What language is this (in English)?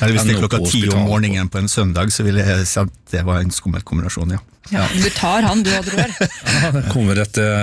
Norwegian